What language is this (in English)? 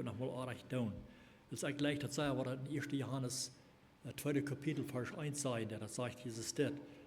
Plautdietsch